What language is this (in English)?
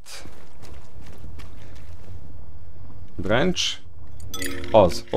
Hungarian